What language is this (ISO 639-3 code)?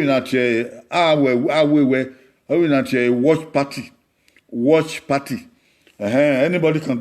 bin